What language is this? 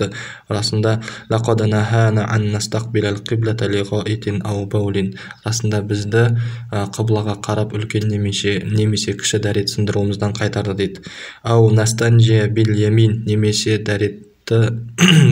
Kazakh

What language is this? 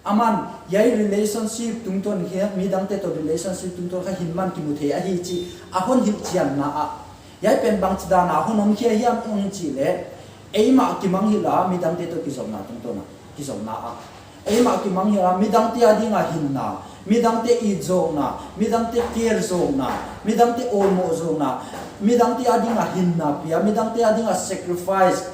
Paite Chin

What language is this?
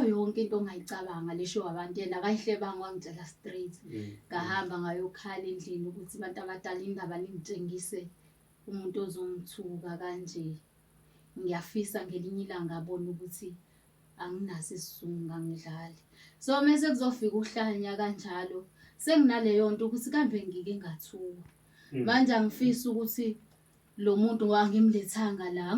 Zulu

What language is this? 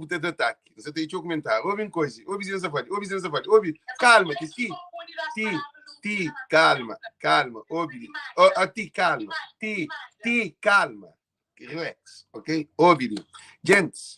Kabuverdianu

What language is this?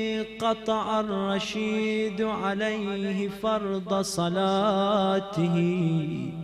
Arabic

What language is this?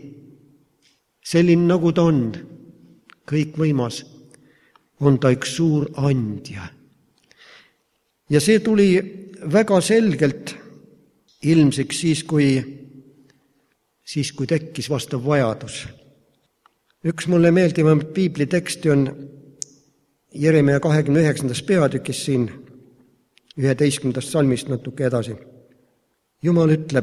Estonian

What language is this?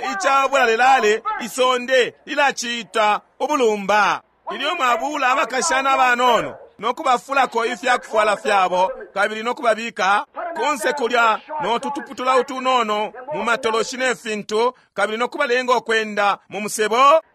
Bemba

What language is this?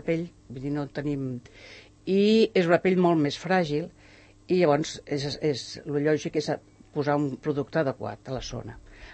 Catalan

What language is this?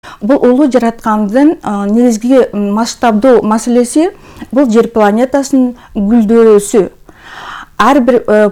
Kyrgyz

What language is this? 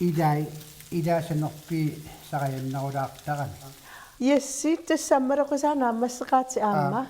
Kalaallisut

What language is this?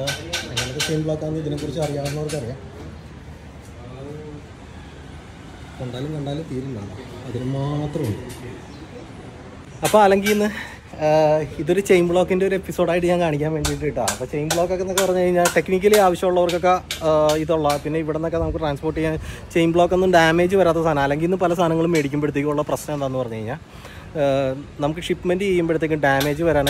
Malayalam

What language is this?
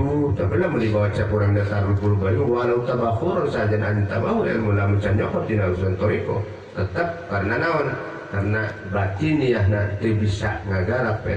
Sundanese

